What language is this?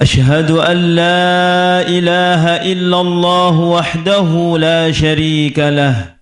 Sasak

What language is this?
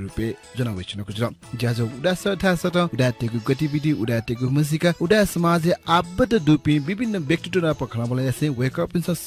Newari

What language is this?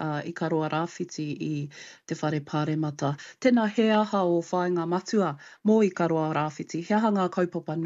Māori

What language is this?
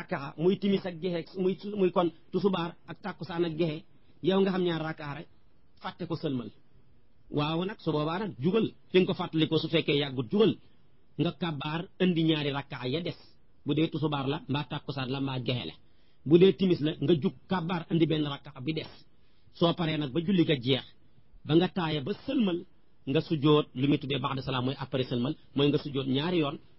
Wolof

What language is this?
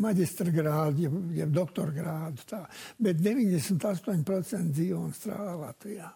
Latvian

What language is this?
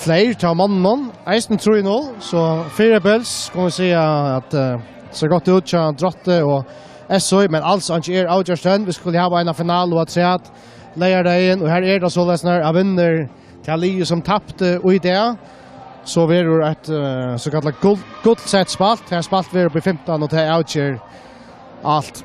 Faroese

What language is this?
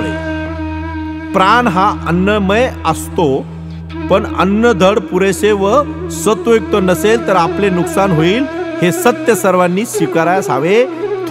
Marathi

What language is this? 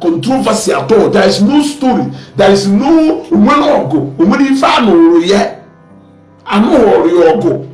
Igbo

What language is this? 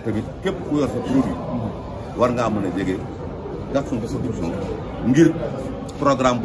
Wolof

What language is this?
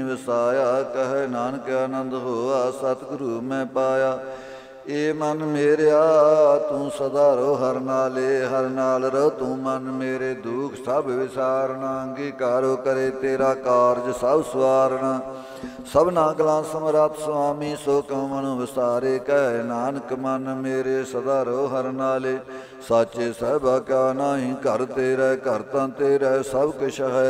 Punjabi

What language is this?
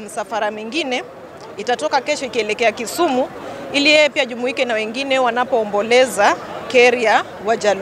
Swahili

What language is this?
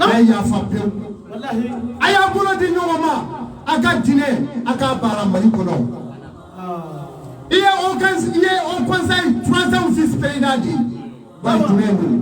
Bambara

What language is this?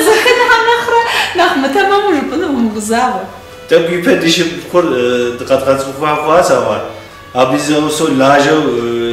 Kabardian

